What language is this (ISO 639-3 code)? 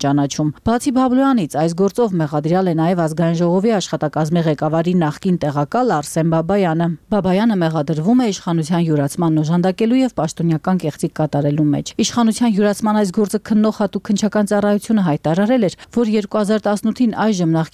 hye